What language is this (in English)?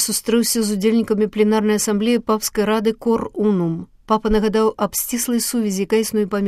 Belarusian